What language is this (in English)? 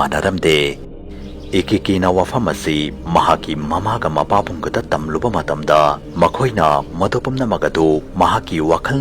Manipuri